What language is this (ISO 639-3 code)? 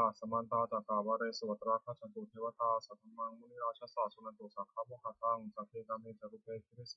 pli